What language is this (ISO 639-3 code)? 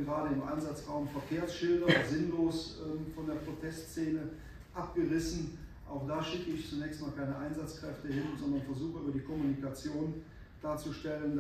deu